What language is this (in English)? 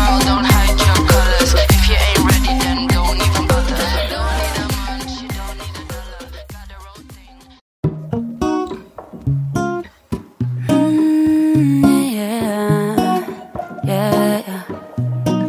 English